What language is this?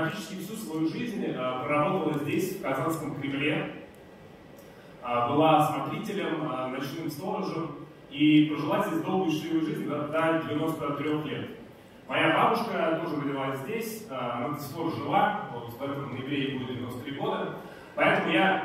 Russian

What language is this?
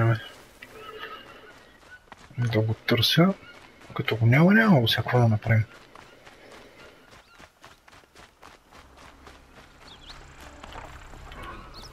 Bulgarian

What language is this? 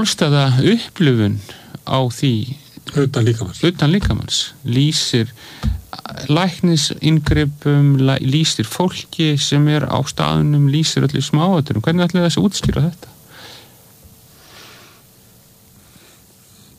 Icelandic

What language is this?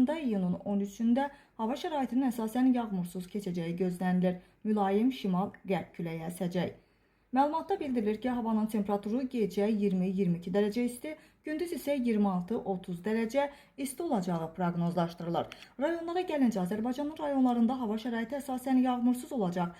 Azerbaijani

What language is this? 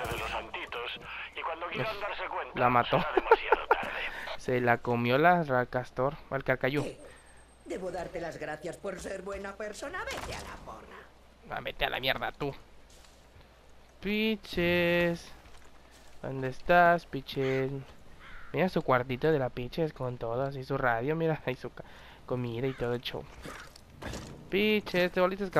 Spanish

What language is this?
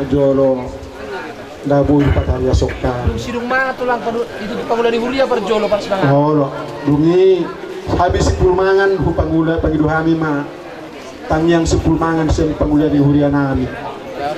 Batak Toba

